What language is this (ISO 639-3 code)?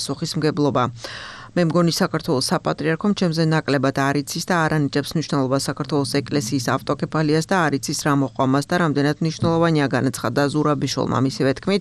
kat